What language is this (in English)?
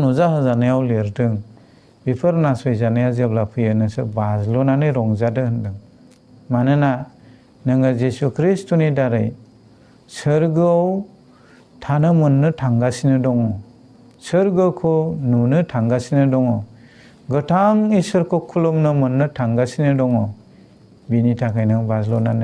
Bodo